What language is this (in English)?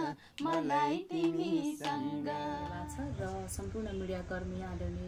Nepali